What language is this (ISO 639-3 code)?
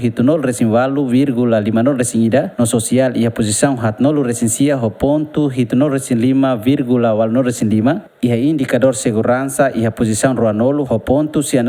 tet